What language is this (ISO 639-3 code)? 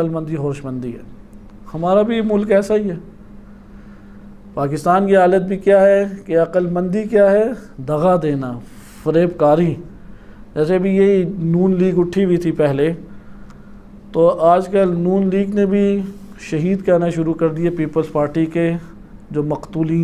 urd